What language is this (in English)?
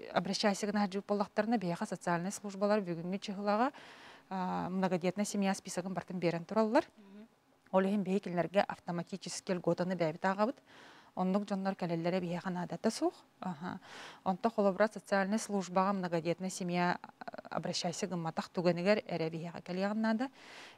Yakut